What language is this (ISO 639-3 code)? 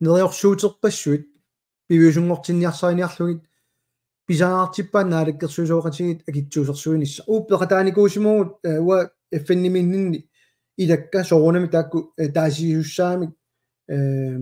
kal